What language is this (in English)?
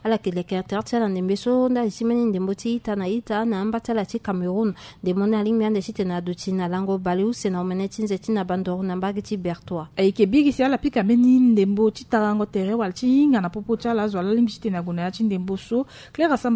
Sango